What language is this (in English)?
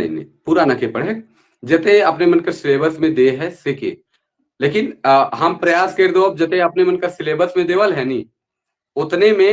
Sadri